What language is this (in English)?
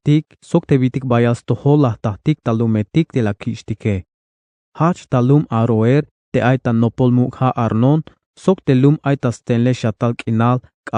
Tzeltal